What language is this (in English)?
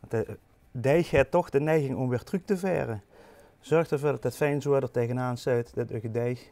Limburgish